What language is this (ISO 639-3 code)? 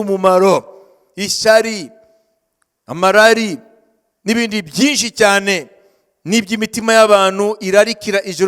kin